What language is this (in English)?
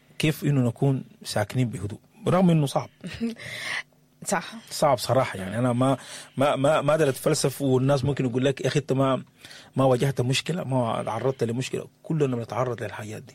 Sudanese Arabic